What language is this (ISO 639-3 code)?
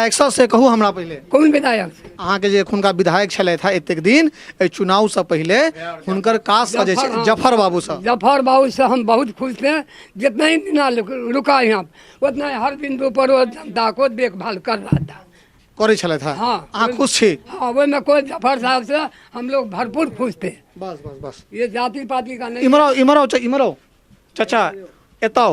mai